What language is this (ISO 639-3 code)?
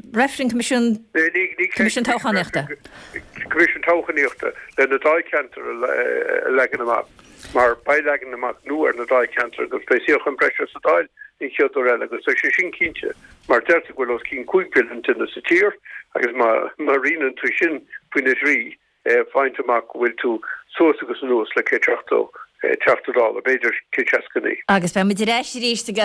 gle